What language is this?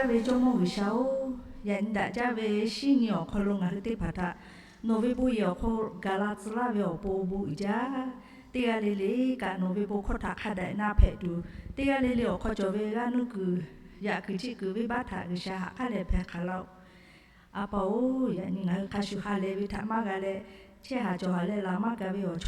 Lahu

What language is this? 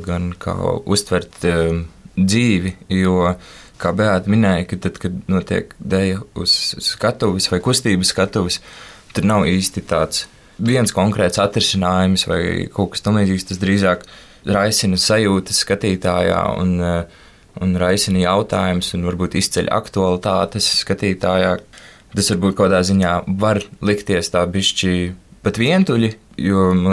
Latvian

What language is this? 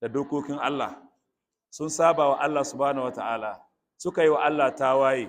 Hausa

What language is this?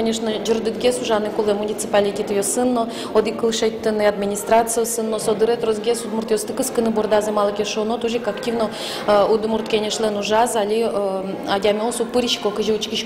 Udmurt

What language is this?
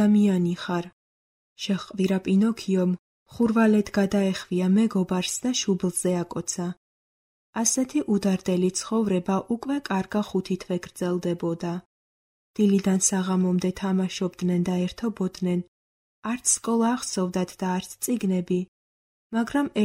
Georgian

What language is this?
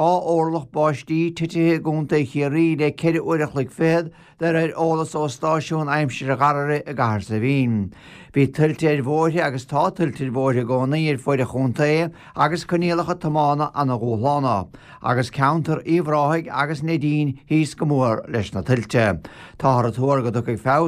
Irish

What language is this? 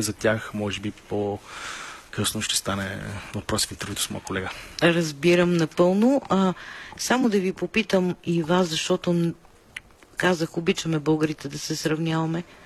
Bulgarian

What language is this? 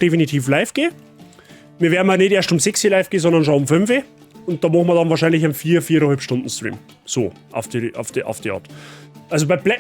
Bavarian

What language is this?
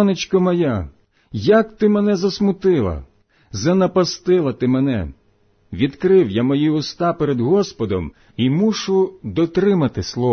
Ukrainian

